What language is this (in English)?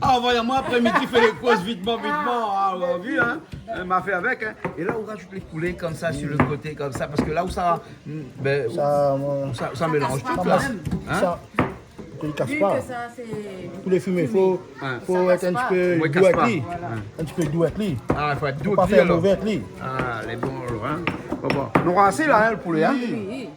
Réunion Creole French